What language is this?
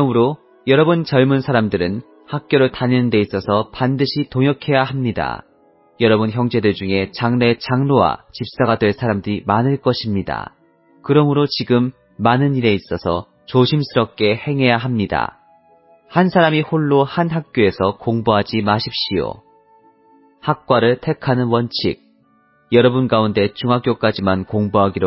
Korean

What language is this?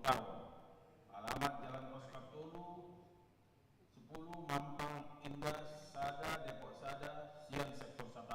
Batak Toba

